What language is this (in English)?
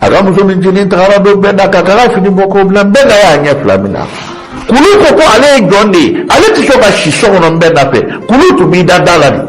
Bambara